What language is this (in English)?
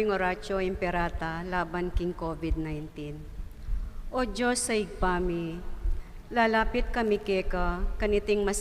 Pampanga